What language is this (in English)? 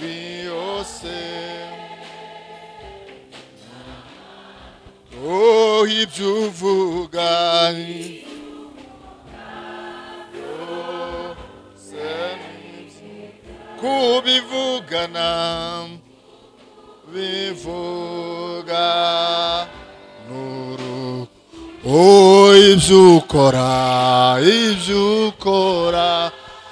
Kinyarwanda